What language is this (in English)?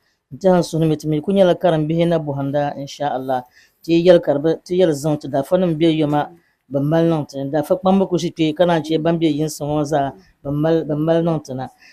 Dagbani